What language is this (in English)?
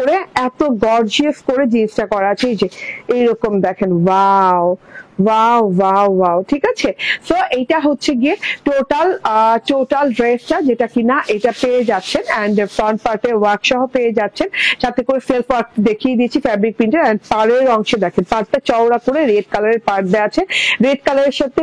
Bangla